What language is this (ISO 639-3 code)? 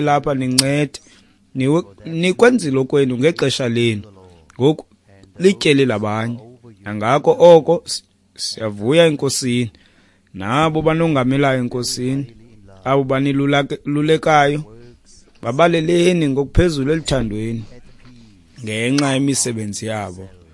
xho